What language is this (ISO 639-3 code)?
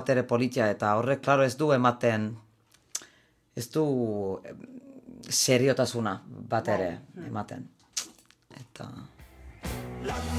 eus